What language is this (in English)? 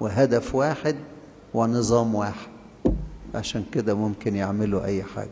Egyptian Arabic